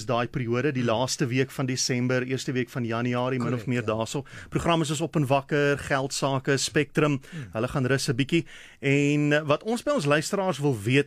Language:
Afrikaans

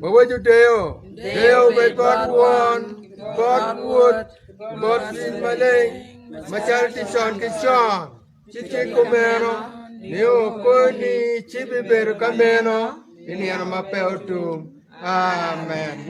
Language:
Acoli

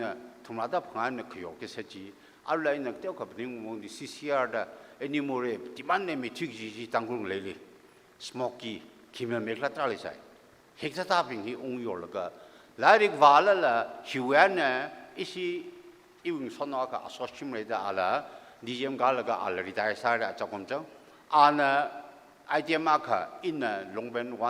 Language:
Tangkhul Naga (India)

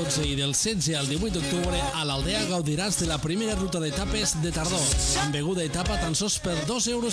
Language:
Catalan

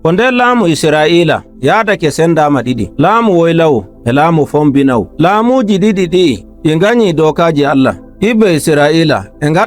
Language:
Nigerian Fulfulde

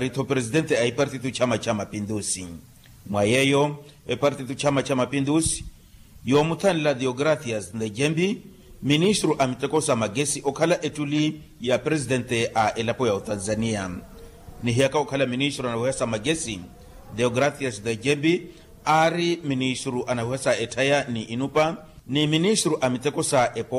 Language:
Makhuwa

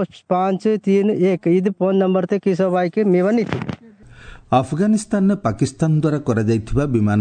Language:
Odia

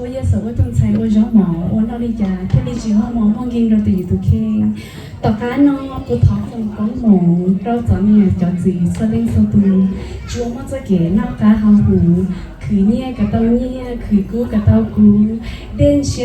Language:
Hmong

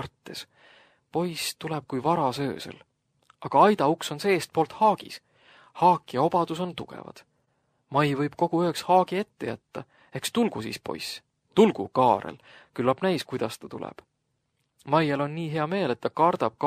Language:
Estonian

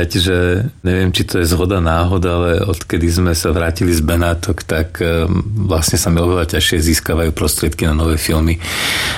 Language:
Slovak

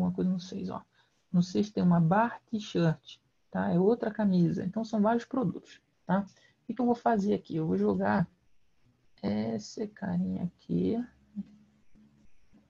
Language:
Portuguese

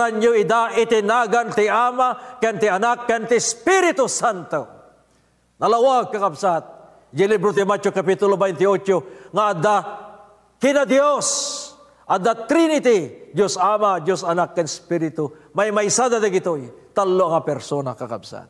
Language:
Iloko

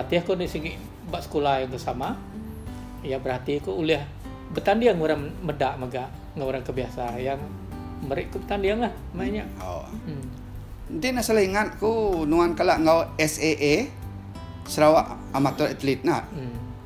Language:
Iban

